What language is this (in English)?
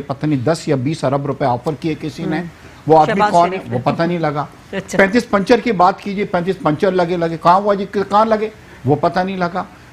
Urdu